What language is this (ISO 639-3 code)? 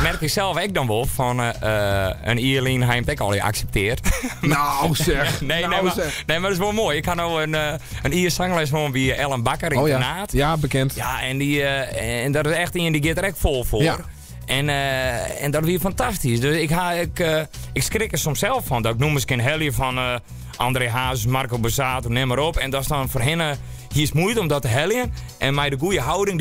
fry